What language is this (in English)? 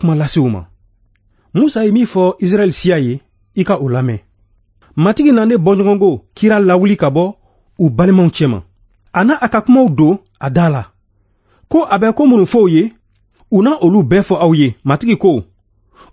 Bambara